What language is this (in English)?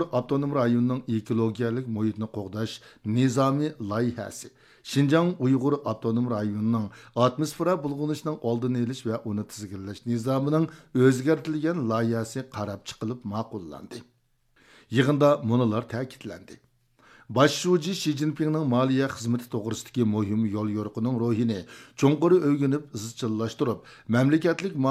Uyghur